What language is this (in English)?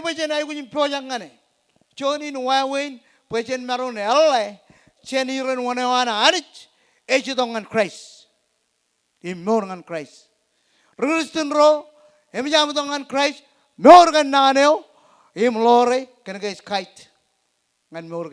Marshallese